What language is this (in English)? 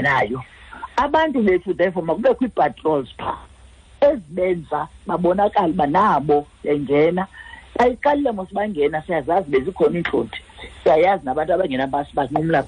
Xhosa